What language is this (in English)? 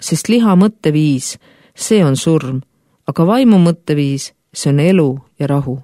Estonian